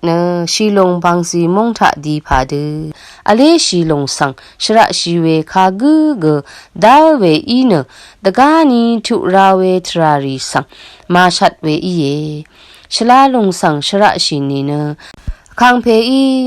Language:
Rawang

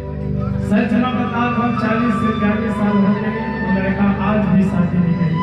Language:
Chhattisgarhi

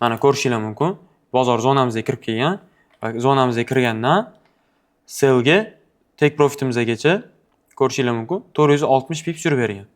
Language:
Uzbek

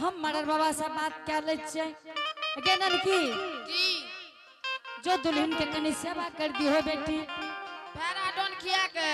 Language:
Angika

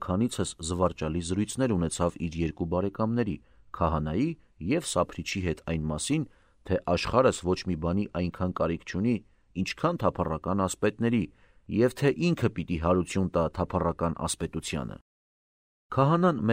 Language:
Armenian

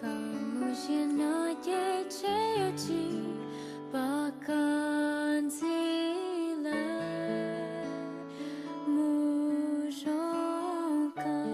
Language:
Hmong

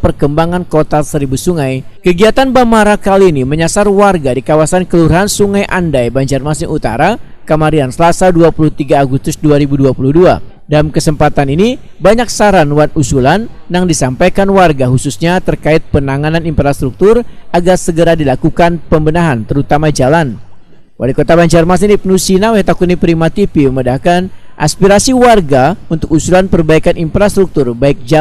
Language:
Banjar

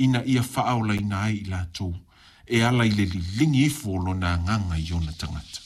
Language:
Samoan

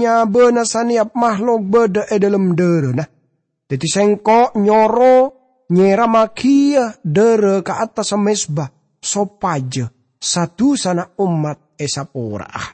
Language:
Madurese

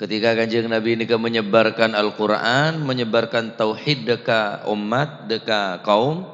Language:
Madurese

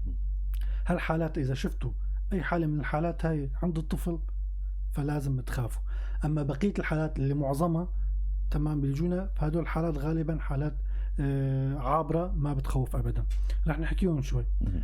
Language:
North Levantine Arabic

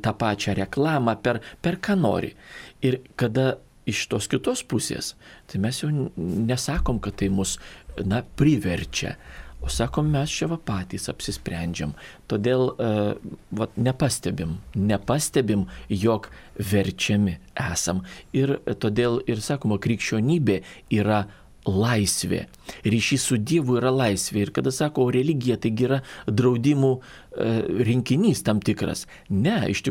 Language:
Lithuanian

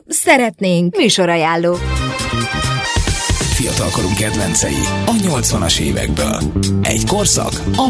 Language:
Hungarian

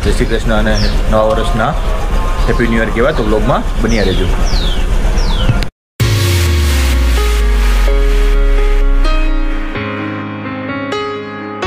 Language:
Gujarati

